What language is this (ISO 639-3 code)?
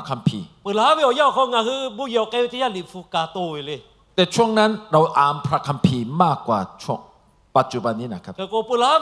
lhu